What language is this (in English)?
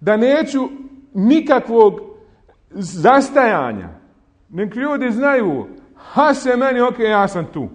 Bosnian